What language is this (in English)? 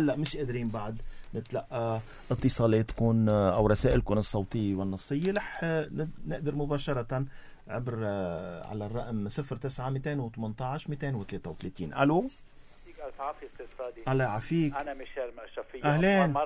North Levantine Arabic